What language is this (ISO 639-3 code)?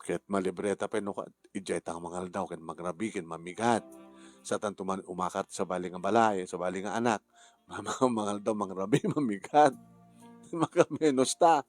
ilo